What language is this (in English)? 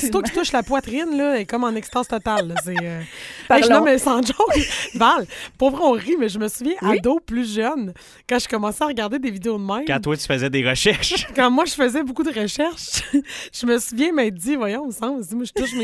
French